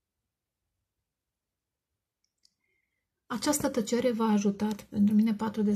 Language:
Romanian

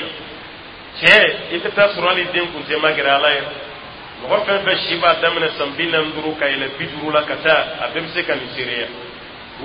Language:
Dyula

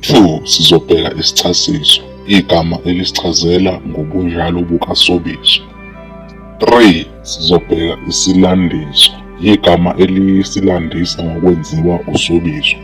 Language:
Zulu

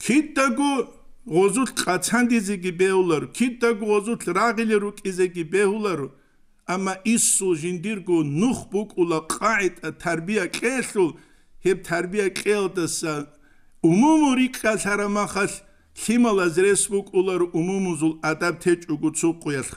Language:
Avaric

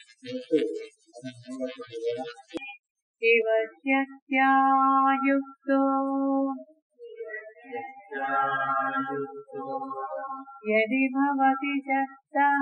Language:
Kannada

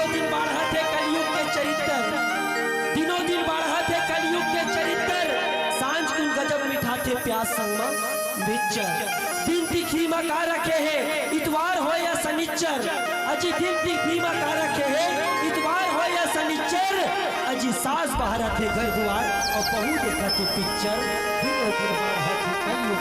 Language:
Chhattisgarhi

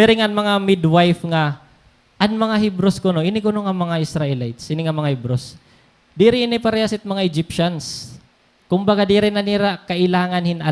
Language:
Waray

